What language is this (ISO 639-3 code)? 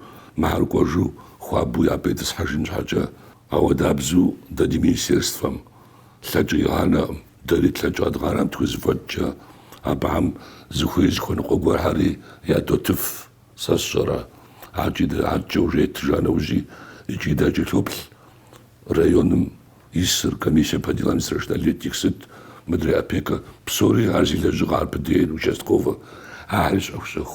kbd